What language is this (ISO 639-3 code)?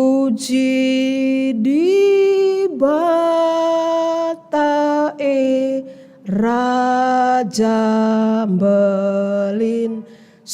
btx